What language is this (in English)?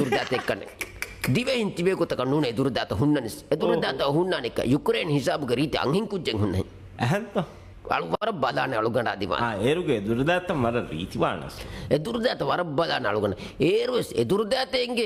Divehi